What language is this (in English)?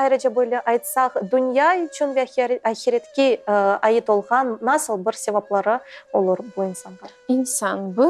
Crimean Tatar